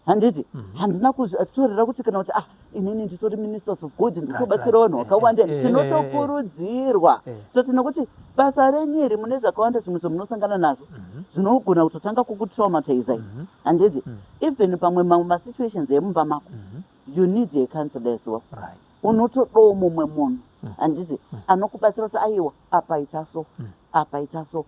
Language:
Shona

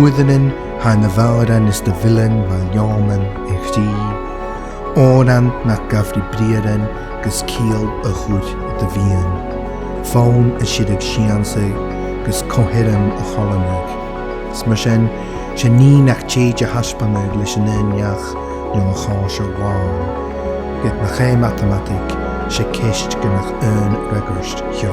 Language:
Scottish Gaelic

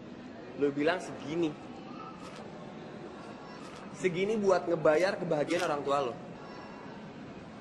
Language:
Indonesian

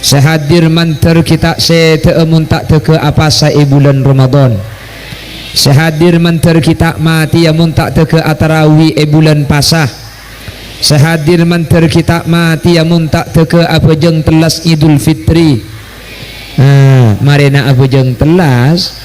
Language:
Madurese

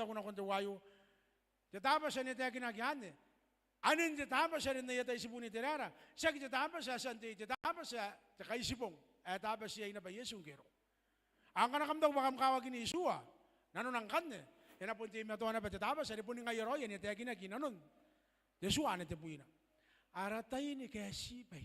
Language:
Gilbertese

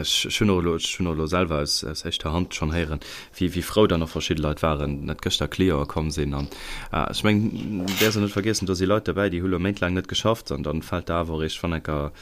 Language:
Luxembourgish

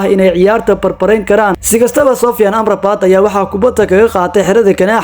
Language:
Somali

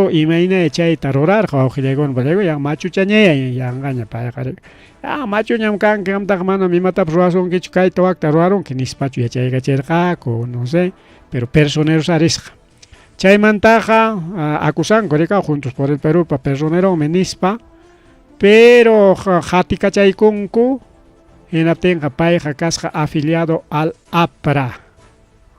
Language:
Ayacucho Quechua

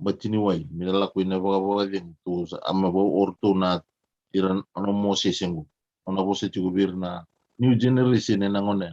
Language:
Fijian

